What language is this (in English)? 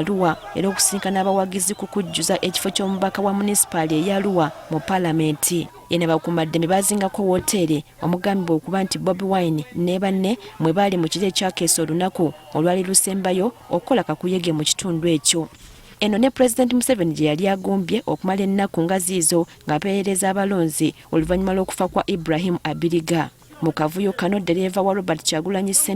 Ganda